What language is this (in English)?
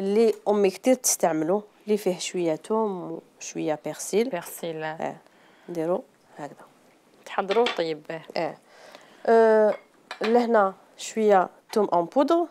Algerian Arabic